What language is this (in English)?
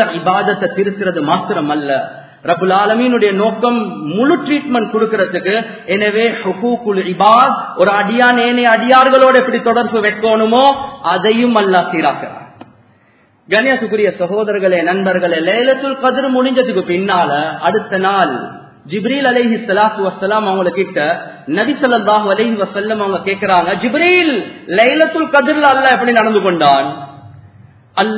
Tamil